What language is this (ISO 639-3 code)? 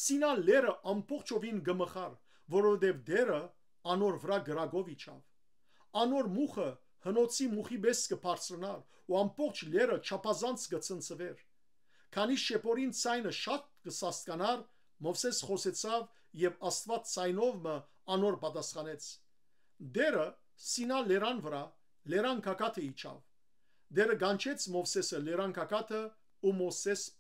hyw